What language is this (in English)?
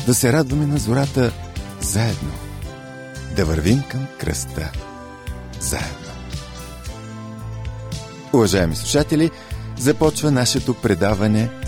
Bulgarian